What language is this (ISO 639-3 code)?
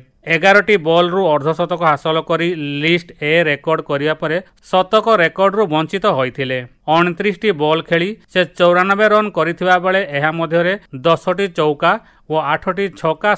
ori